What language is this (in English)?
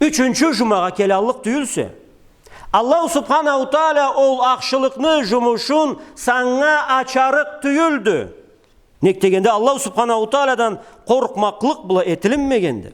Karachay-Balkar